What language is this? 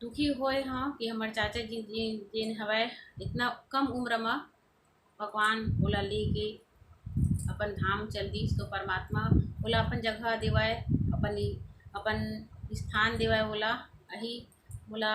Chhattisgarhi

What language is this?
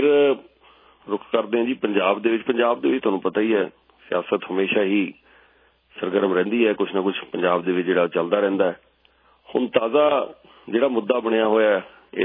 Punjabi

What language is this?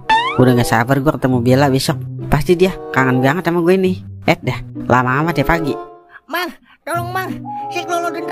Betawi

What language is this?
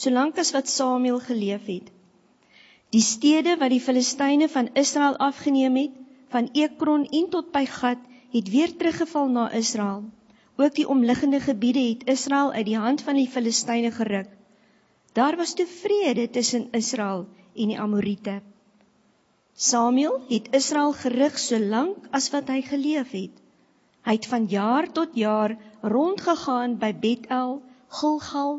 Afrikaans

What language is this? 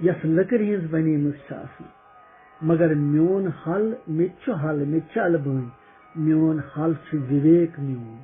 Kashmiri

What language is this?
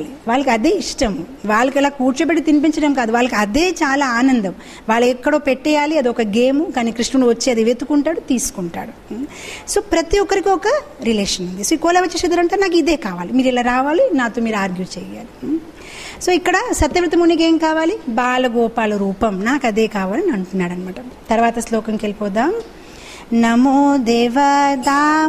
Telugu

